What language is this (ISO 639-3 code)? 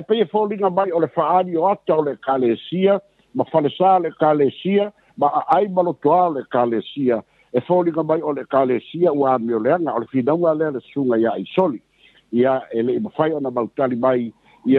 smo